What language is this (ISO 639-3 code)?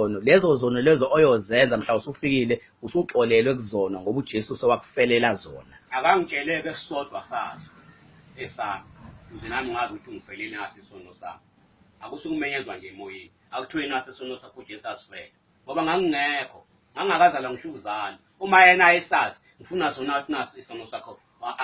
zul